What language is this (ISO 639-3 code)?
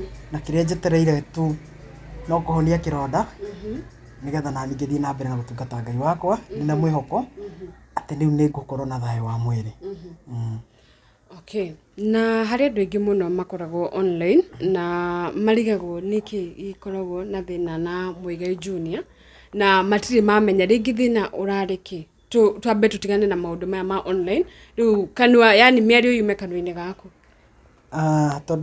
kik